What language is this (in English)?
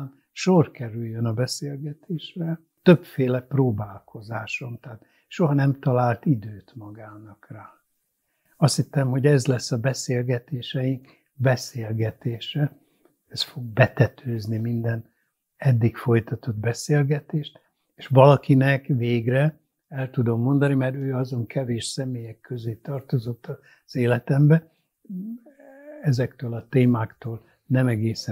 Hungarian